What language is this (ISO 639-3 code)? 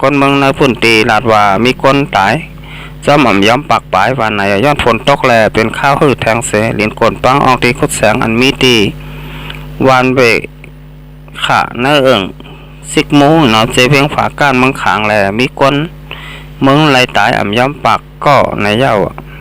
shn